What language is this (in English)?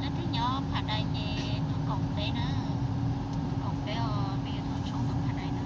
Hmong